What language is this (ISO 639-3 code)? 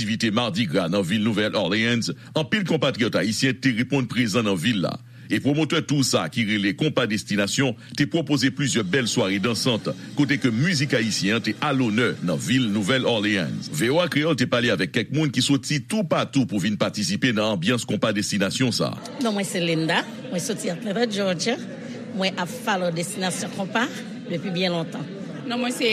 hat